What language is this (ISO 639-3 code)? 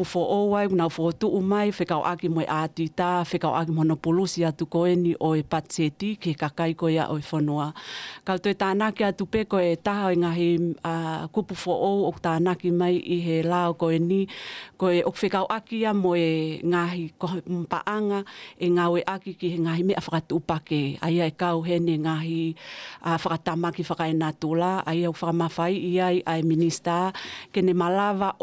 ton